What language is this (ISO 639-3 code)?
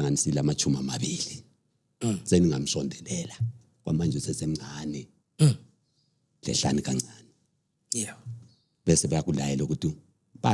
zul